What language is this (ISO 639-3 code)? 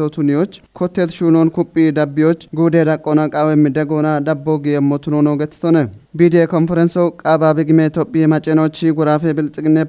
kbr